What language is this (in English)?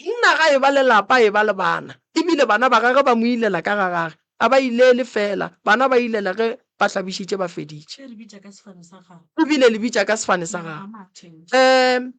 Northern Sotho